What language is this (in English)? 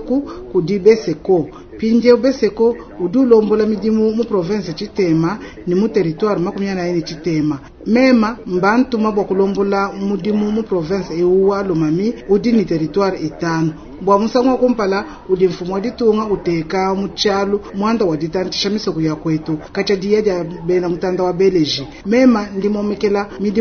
Luba-Lulua